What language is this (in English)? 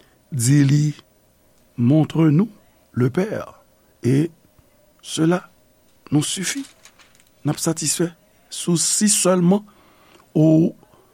Haitian Creole